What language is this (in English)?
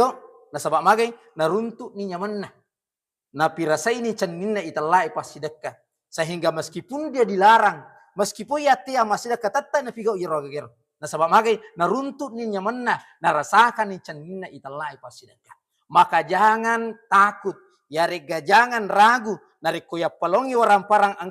Buginese